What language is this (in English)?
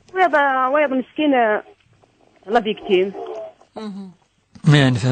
Kabyle